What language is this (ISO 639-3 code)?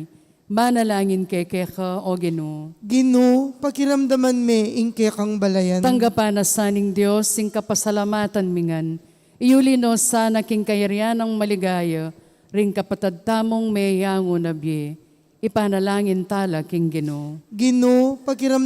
pam